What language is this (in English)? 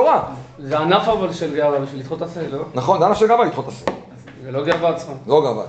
Hebrew